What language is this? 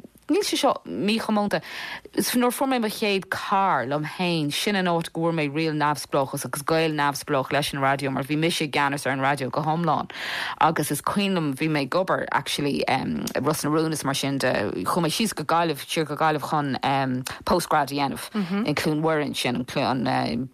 Irish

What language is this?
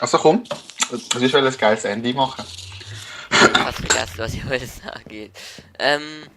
Swiss German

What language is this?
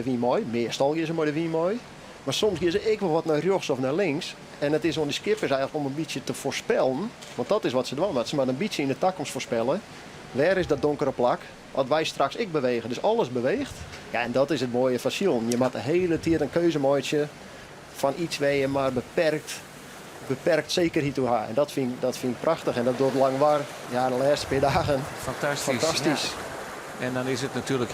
Western Frisian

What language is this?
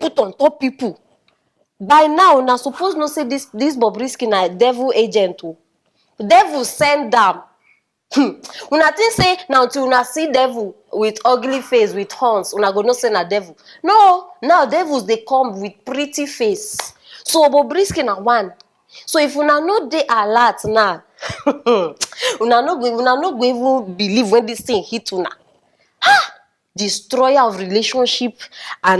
Nigerian Pidgin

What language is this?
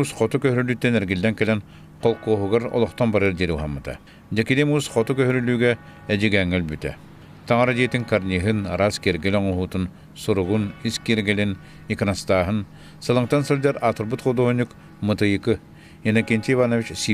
Yakut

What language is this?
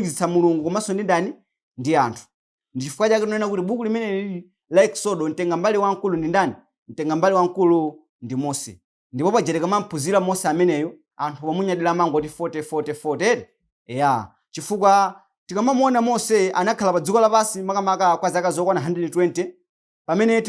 Nyanja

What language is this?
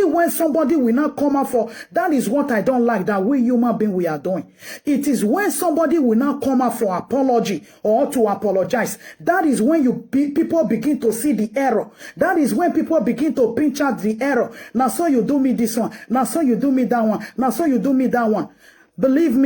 Nigerian Pidgin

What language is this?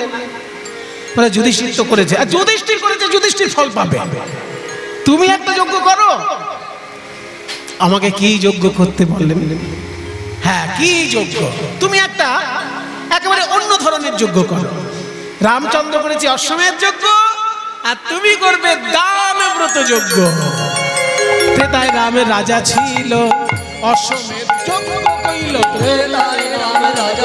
Bangla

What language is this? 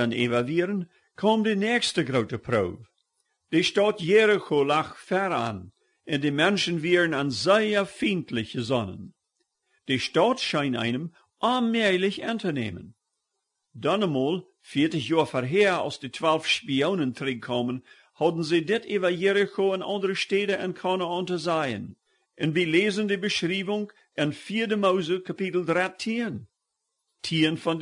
Plautdietsch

